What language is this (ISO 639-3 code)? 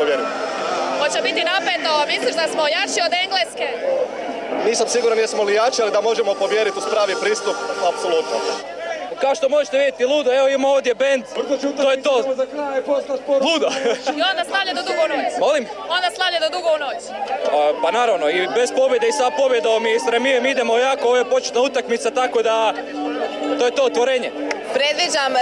hrv